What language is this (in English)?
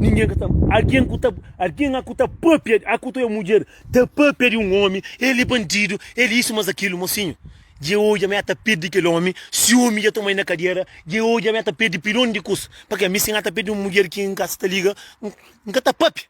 Kabuverdianu